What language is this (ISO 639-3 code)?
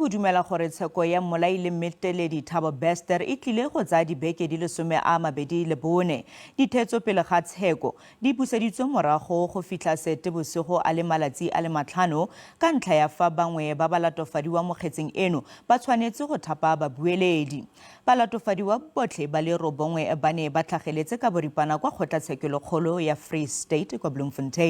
tsn